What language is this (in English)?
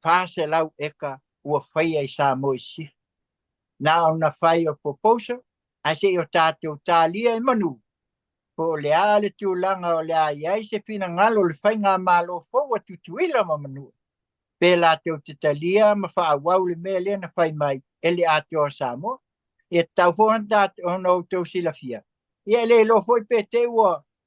Samoan